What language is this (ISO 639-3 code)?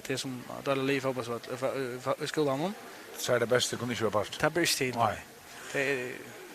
fao